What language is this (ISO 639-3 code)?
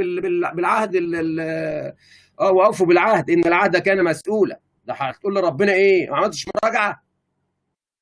arz